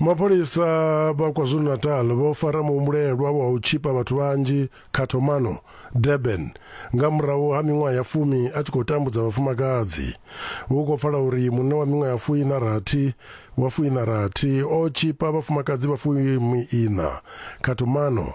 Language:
Venda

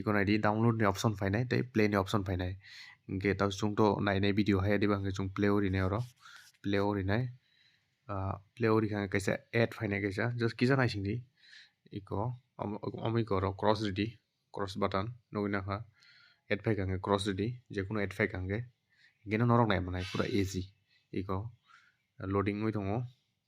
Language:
Kok Borok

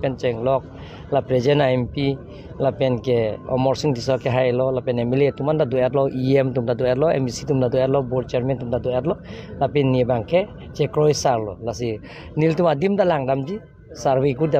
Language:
Karbi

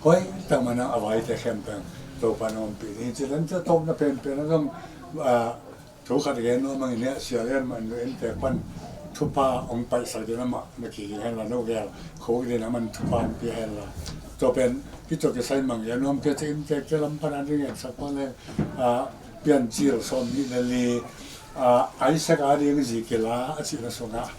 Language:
Tedim Chin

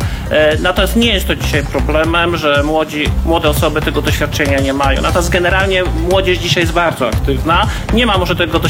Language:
Polish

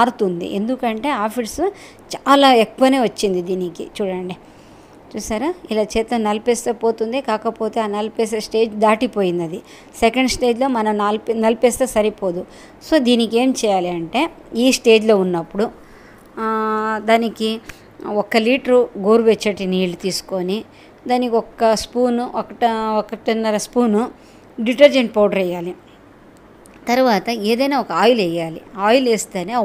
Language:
Telugu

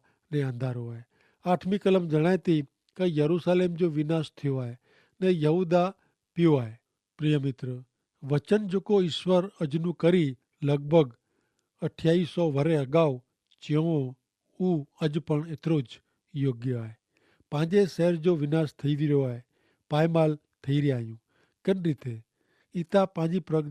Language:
Kachhi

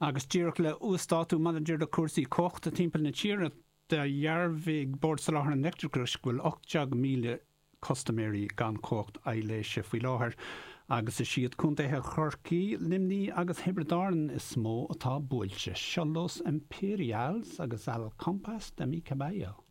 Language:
Irish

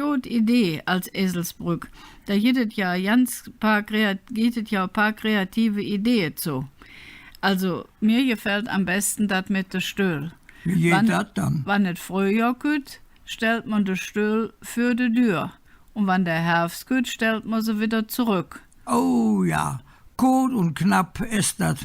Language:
Colognian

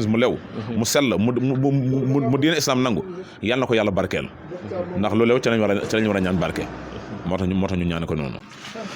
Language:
Wolof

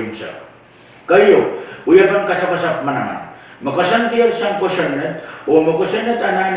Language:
Pohnpeian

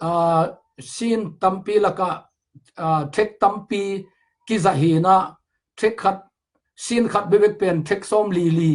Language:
Tedim Chin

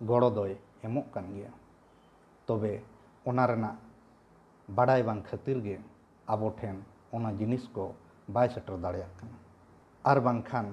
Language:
Santali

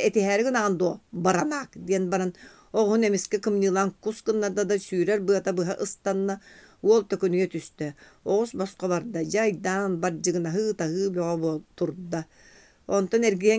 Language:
Yakut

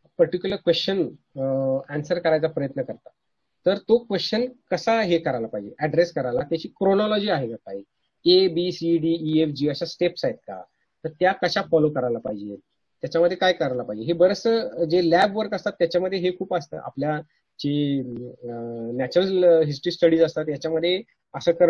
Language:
Marathi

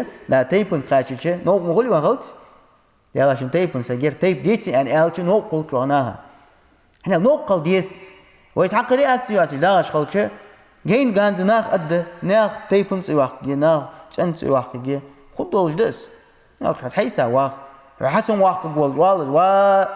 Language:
Ingush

